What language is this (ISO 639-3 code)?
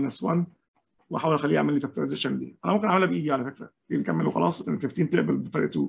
arz